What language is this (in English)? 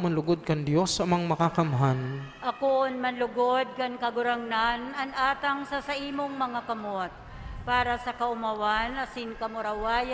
Bikol